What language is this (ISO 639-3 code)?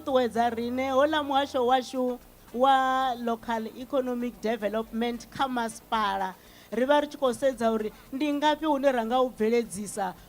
ven